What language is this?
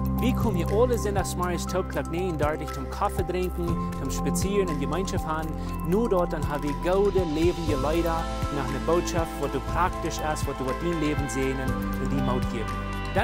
Plautdietsch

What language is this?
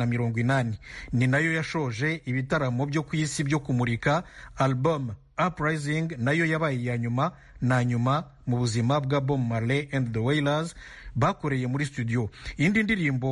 Kinyarwanda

